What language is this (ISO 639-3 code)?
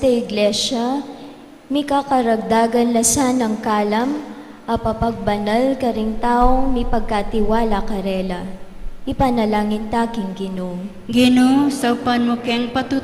pam